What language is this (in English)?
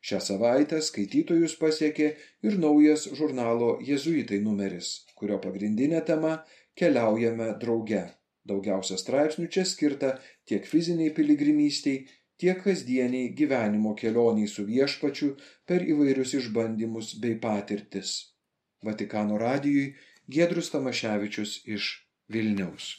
Lithuanian